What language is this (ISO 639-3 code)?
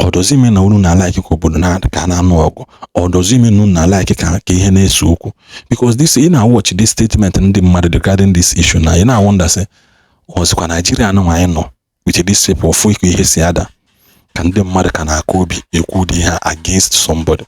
ibo